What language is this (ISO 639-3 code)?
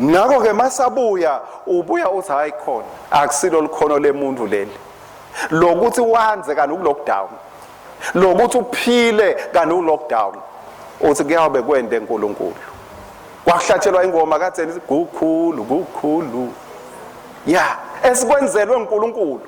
ssw